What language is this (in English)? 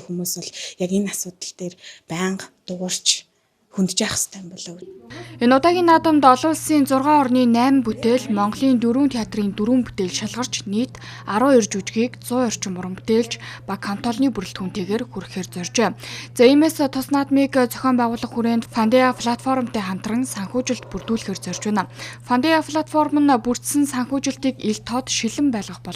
Mongolian